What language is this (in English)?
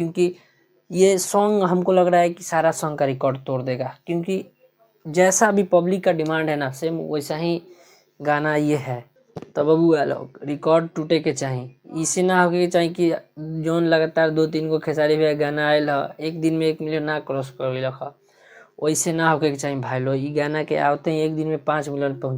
Bhojpuri